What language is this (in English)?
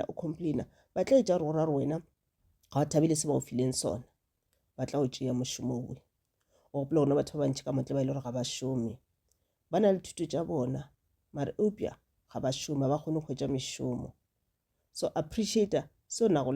Northern Sotho